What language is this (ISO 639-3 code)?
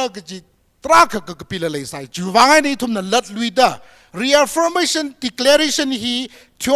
nmf